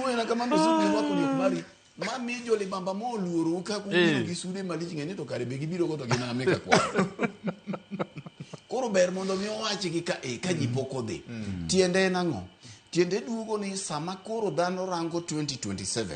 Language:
Luo (Kenya and Tanzania)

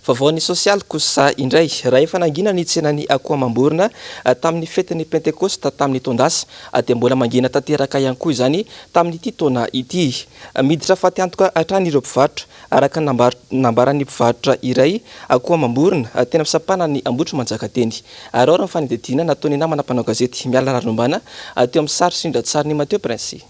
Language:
Malagasy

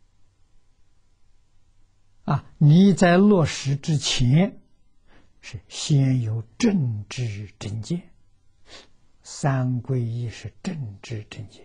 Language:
Chinese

